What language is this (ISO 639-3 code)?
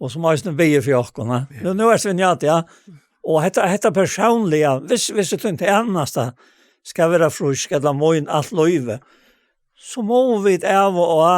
fao